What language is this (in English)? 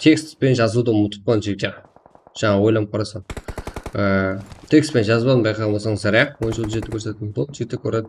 Kara-Kalpak